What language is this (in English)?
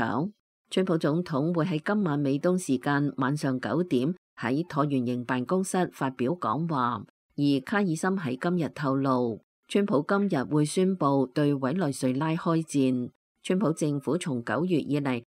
Cantonese